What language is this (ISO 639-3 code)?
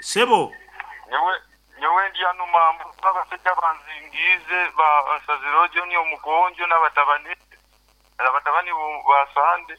nyn